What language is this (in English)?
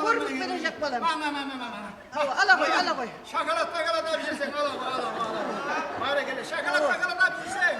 Kara-Kalpak